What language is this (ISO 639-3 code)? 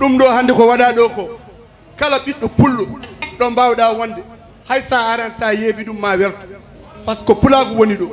ful